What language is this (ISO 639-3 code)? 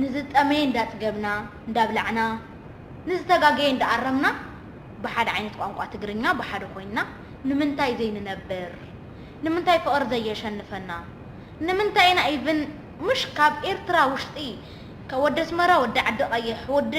tir